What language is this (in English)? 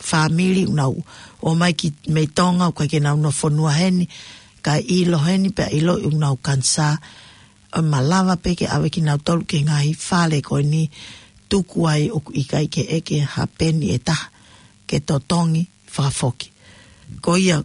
Tongan